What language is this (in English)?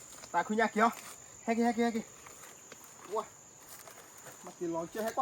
S'gaw Karen